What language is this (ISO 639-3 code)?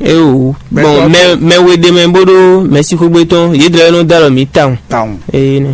fon